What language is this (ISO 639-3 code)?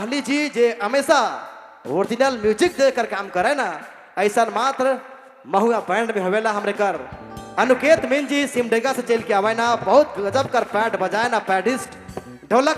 sck